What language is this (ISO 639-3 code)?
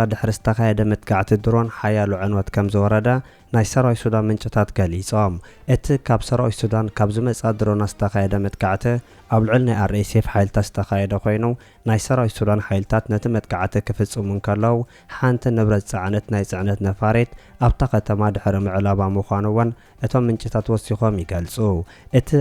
tir